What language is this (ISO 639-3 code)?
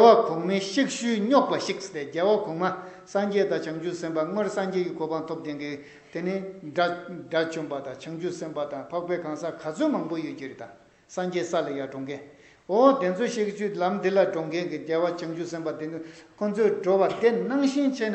bod